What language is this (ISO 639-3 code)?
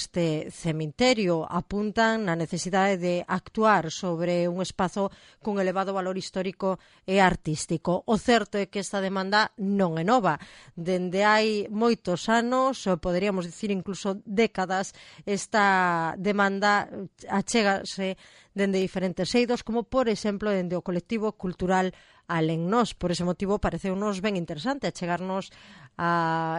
glg